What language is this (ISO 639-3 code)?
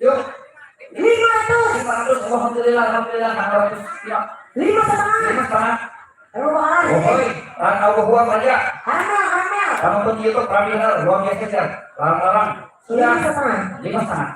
bjn